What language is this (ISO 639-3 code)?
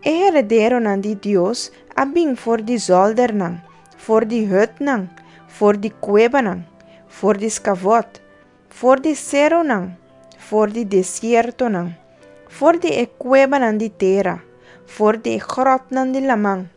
pap